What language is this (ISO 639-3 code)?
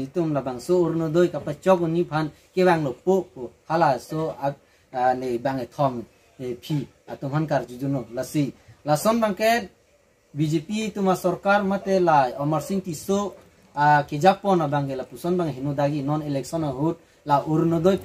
mjw